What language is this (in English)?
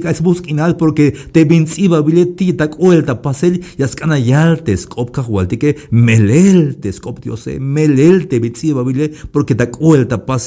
Tzeltal